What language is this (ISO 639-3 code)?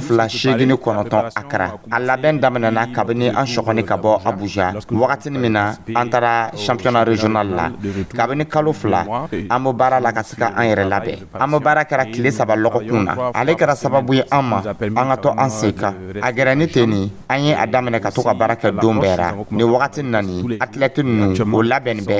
dyu